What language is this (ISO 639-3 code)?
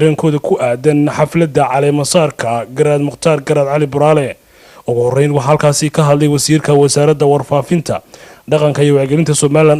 som